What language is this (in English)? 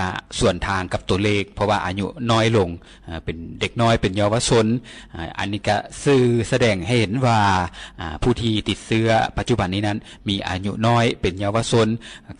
Lao